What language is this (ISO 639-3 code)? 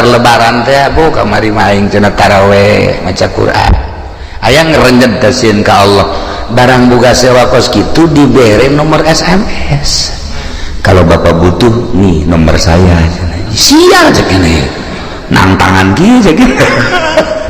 sun